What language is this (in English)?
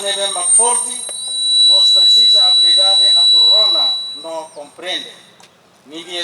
Tetum